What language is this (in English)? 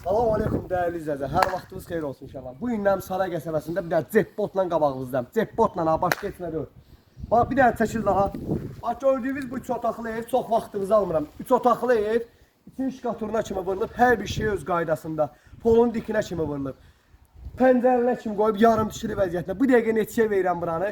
Azerbaijani